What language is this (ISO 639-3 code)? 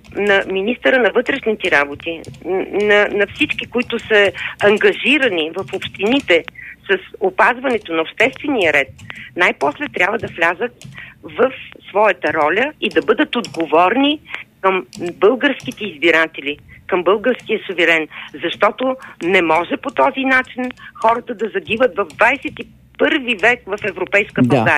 bul